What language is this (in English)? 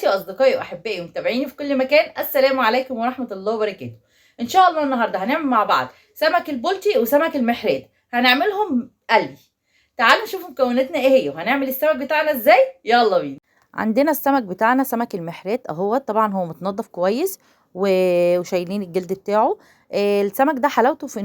Egyptian Arabic